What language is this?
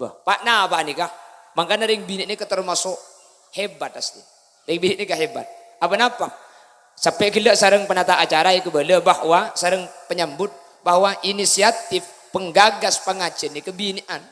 Madurese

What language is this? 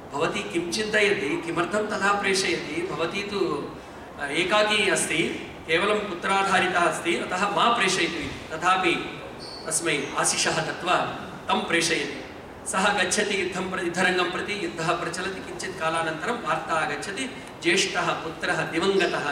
Sanskrit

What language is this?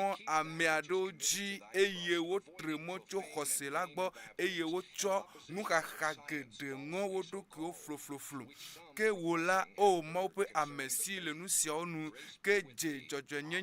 Ewe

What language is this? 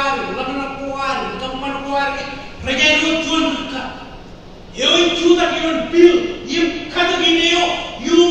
Marshallese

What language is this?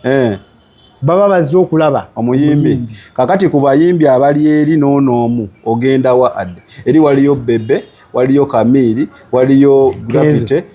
Ganda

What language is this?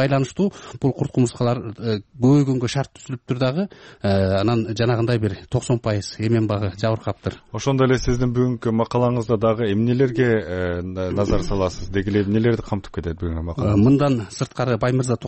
Kyrgyz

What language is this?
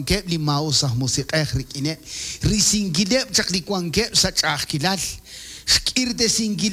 Kekchí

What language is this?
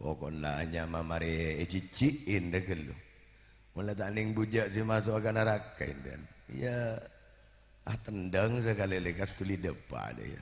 Madurese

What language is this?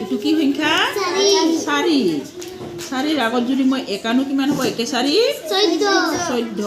Assamese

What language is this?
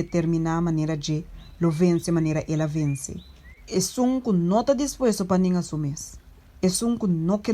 Papiamento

